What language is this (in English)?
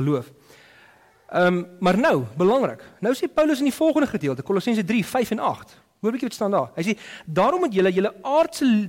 Afrikaans